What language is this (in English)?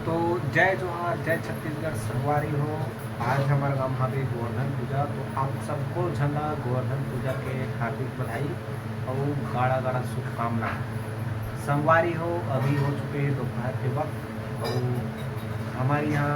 Chhattisgarhi